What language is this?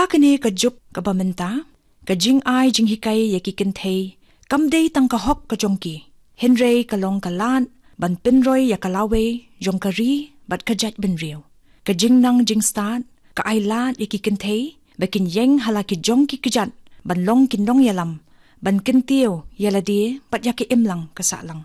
Khasi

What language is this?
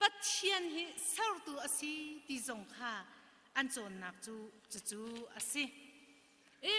Hakha Chin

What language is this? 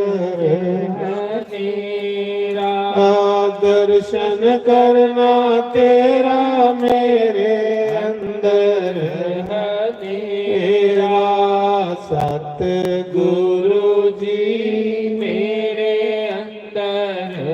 Dogri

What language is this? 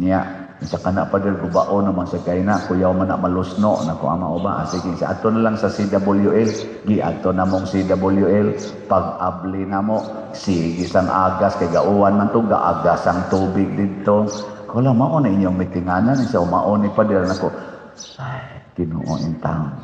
Cebuano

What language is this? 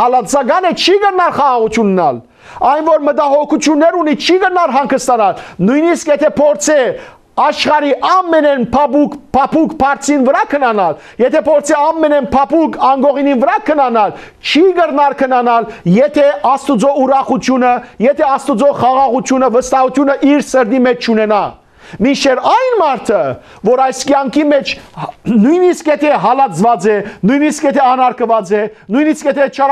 Western Armenian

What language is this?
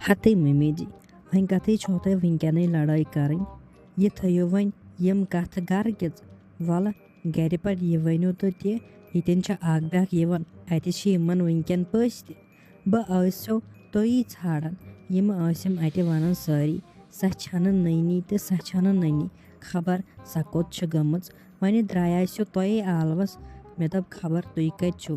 Kashmiri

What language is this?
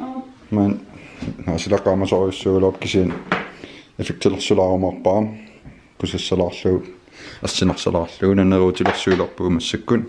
Kalaallisut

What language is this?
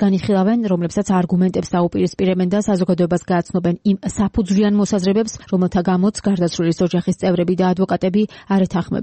Georgian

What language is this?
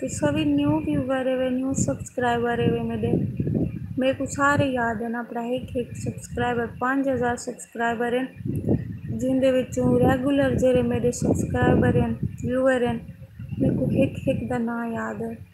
Saraiki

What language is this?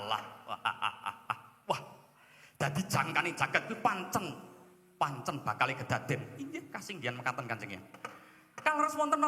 Javanese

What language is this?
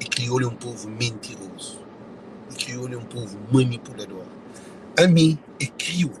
Kabuverdianu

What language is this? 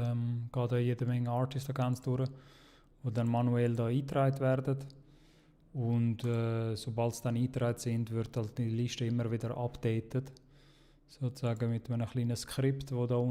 Swiss German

